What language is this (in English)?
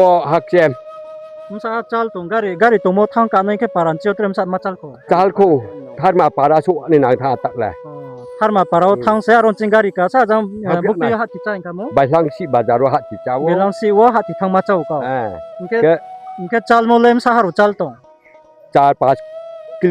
Riang (India)